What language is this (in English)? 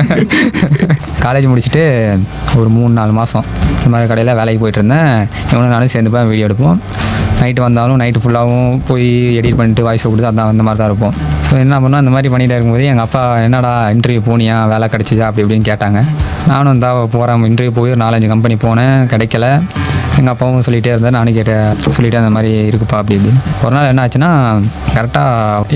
Tamil